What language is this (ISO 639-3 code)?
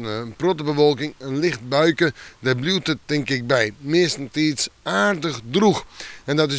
fry